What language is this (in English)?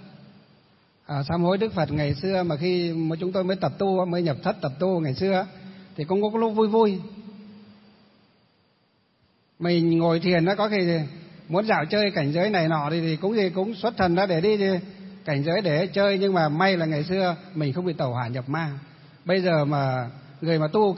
Vietnamese